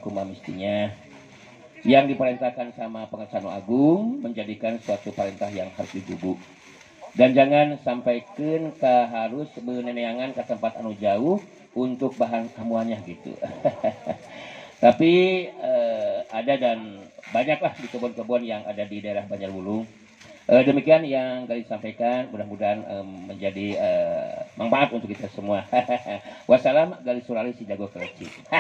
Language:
Sundanese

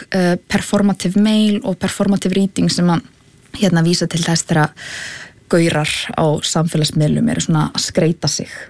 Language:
Icelandic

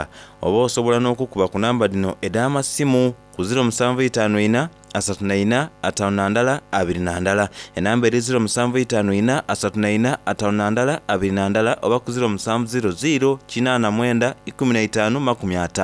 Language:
Soga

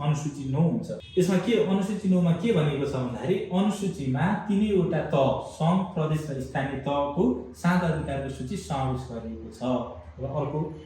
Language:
Nepali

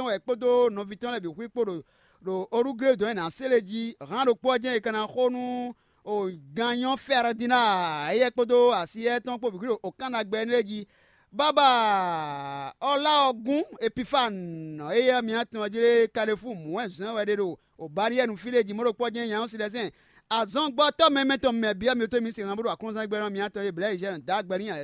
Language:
Fon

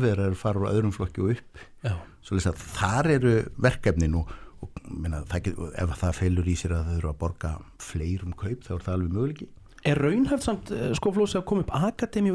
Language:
Icelandic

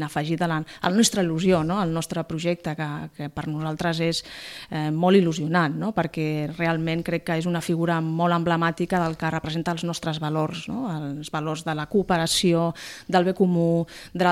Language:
Catalan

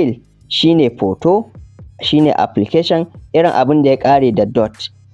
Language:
Hausa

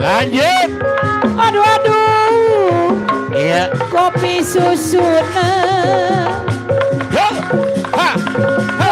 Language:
Betawi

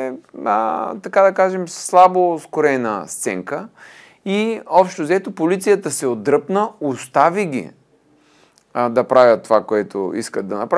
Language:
Bulgarian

